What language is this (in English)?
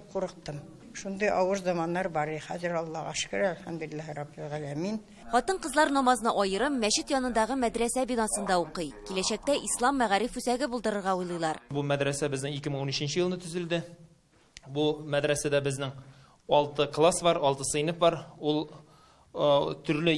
Tatar